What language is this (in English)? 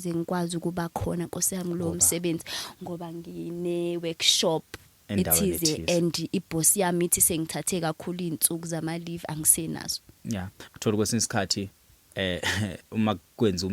Zulu